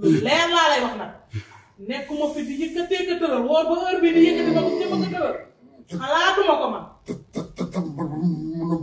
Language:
Wolof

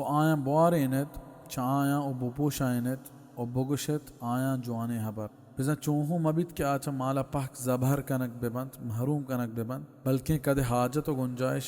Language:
Baluchi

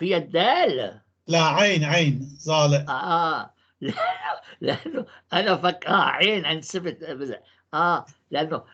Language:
North Levantine Arabic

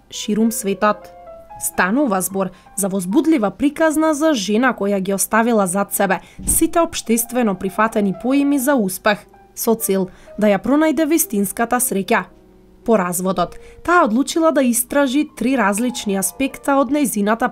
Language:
Macedonian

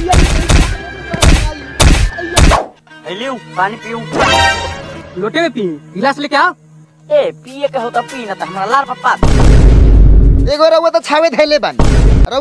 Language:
Bhojpuri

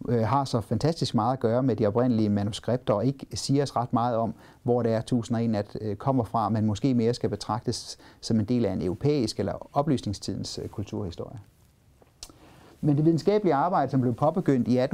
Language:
Danish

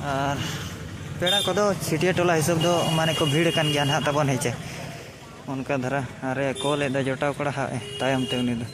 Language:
Santali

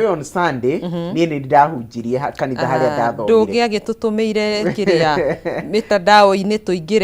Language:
Kikuyu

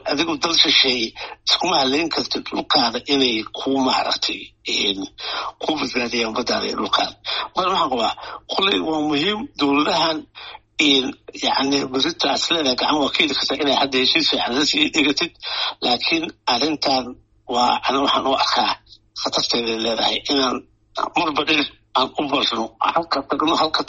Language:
Somali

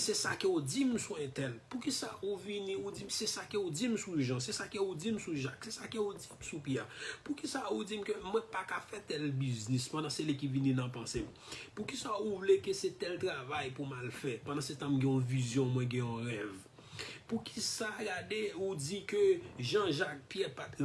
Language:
Haitian Creole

